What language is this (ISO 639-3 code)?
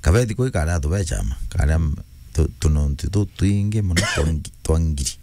mer